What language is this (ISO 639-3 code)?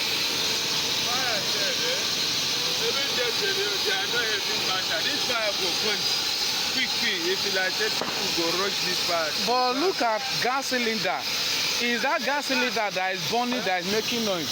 pcm